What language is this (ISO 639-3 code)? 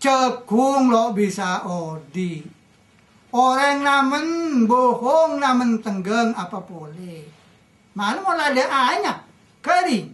mad